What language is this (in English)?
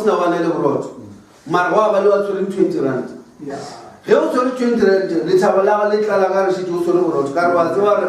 Northern Sotho